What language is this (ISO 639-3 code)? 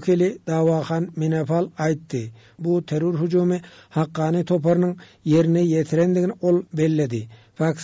tuk